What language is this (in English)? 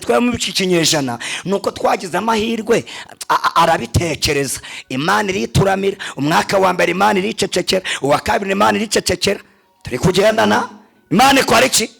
Kinyarwanda